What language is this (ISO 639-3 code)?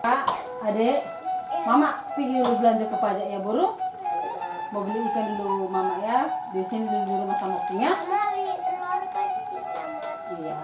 bbc